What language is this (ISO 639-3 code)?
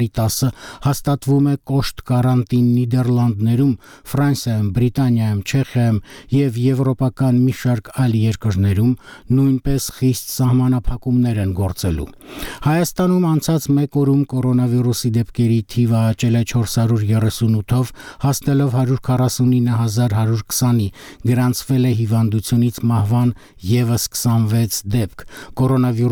hye